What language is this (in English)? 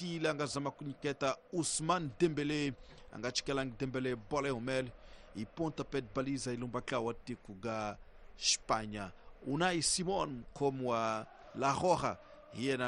Tsonga